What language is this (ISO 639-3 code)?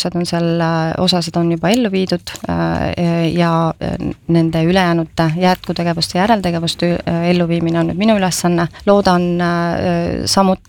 est